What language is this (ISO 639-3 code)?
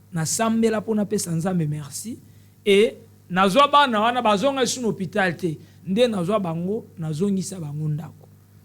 lin